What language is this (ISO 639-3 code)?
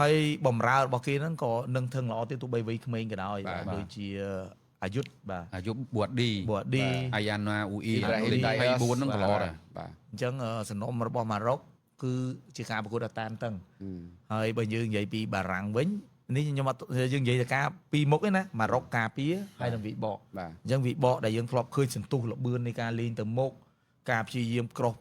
khm